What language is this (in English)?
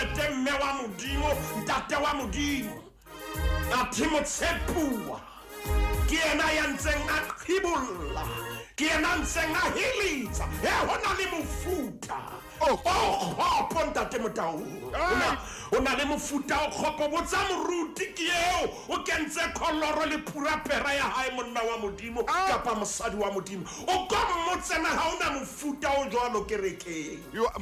Southern Sotho